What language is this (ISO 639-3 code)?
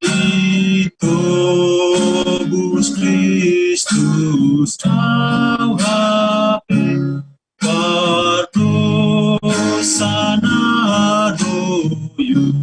bts